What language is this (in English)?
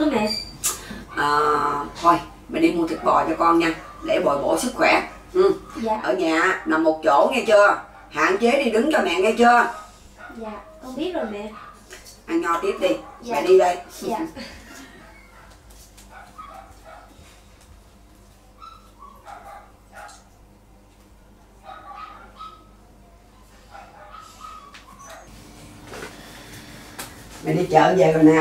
Vietnamese